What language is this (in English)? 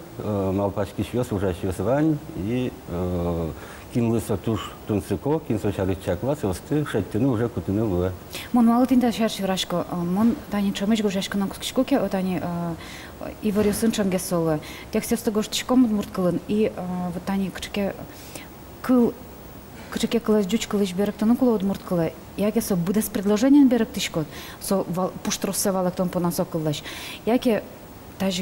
Udmurt